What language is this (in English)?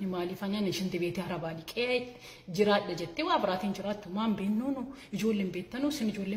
Oromo